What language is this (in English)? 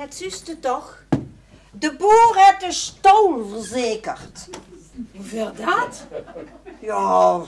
Limburgish